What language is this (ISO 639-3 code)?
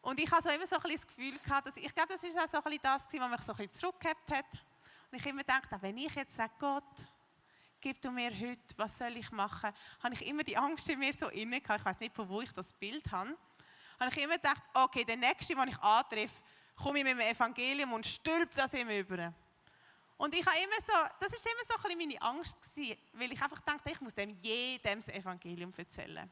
gsw